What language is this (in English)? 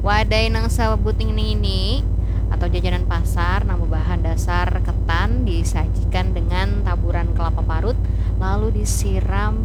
Banjar